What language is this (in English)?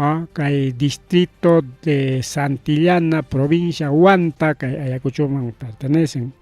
Ayacucho Quechua